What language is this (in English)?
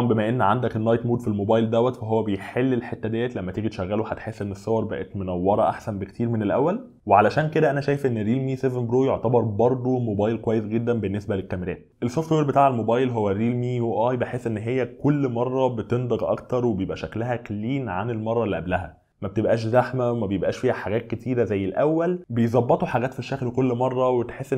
Egyptian Arabic